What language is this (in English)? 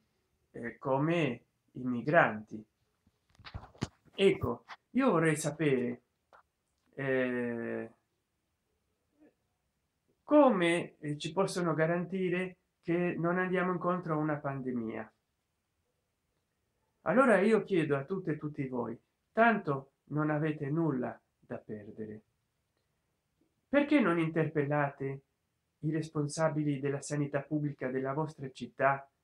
Italian